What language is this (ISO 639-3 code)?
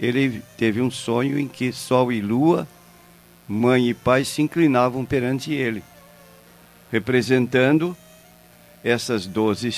por